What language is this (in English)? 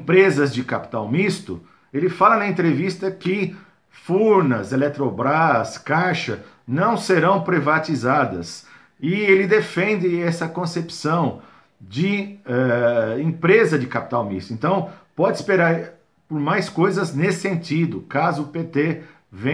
Portuguese